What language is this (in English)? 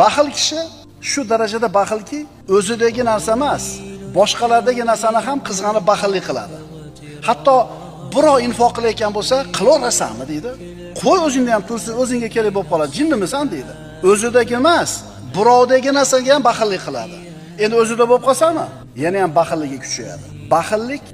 Uzbek